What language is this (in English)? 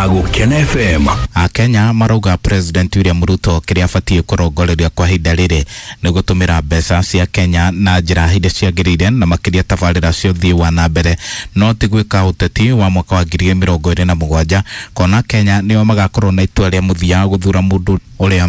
Kikuyu